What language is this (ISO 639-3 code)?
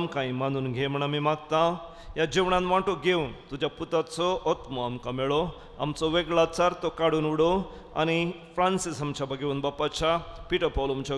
kok